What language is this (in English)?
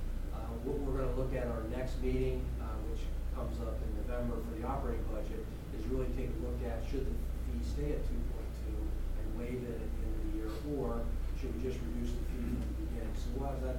English